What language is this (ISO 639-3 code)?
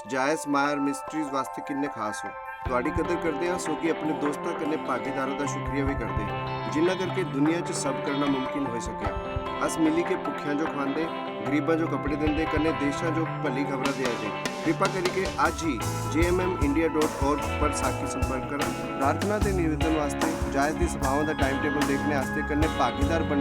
doi